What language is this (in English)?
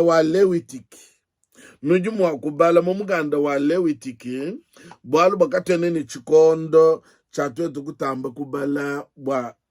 Luba-Lulua